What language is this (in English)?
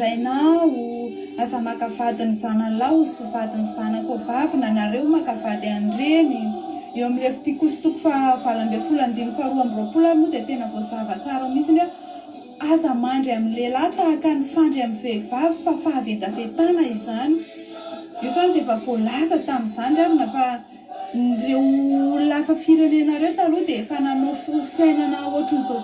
Malagasy